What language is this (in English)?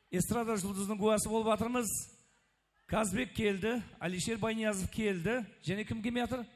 Kara-Kalpak